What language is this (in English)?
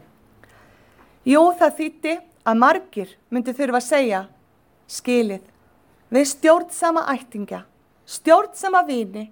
Icelandic